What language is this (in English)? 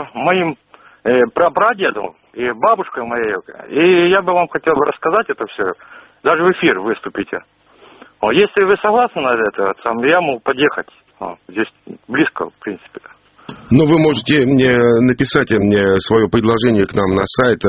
Russian